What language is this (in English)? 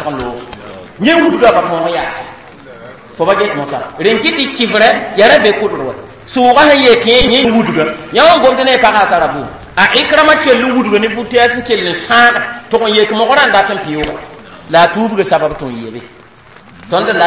Mossi